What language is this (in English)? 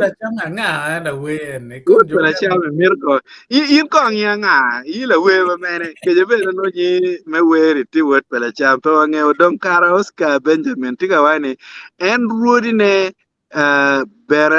Acoli